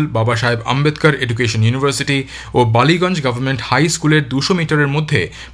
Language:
Bangla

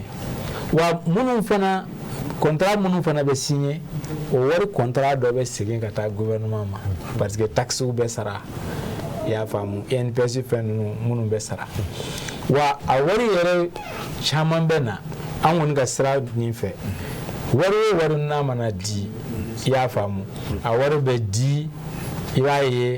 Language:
Bambara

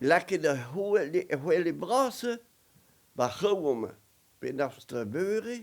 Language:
Breton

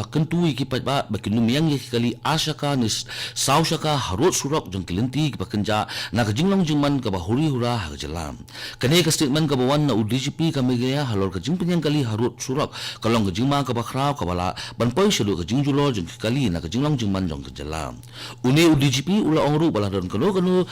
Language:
Khasi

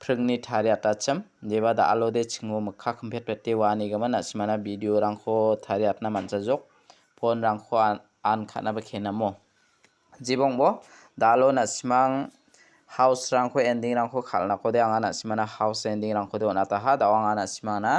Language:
Garo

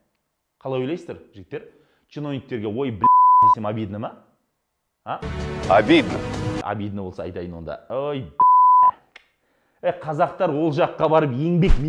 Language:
Kazakh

